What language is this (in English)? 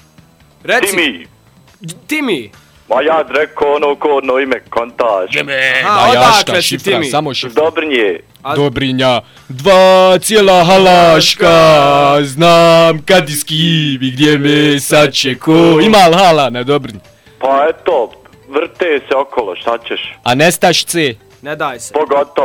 Bosnian